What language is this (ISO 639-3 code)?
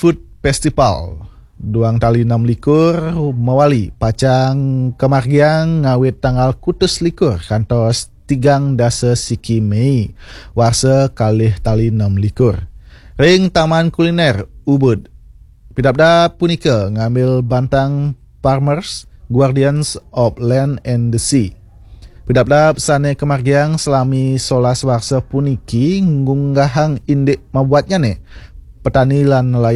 ban